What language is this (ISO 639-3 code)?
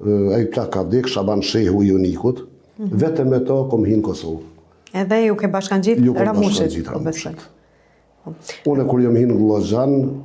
sqi